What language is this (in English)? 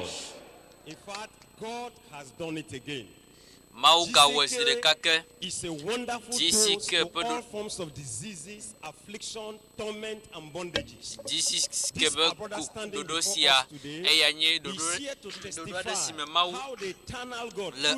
Ewe